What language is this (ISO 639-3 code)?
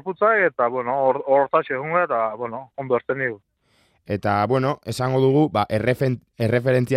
eus